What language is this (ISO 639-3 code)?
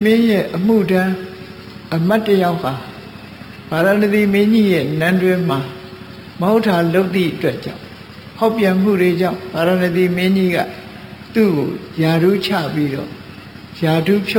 mya